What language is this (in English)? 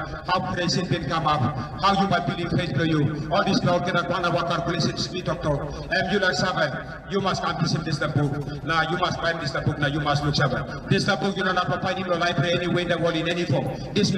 Tok Pisin